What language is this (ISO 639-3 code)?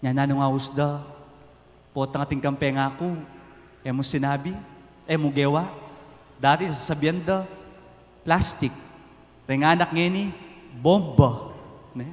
pam